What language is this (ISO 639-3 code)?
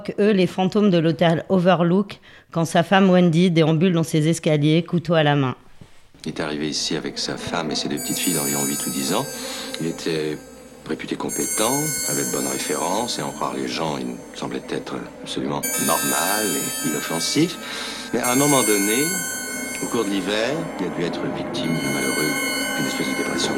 fra